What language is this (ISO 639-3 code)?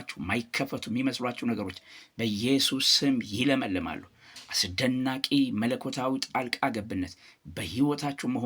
amh